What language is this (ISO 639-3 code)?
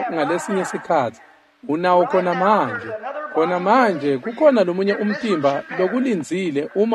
ssw